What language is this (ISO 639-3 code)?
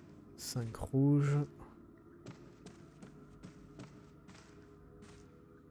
fra